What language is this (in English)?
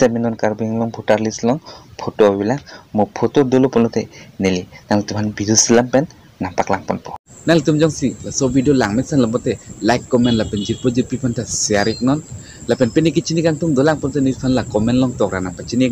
Karbi